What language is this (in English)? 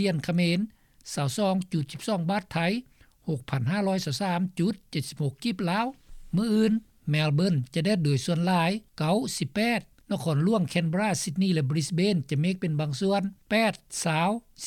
Lao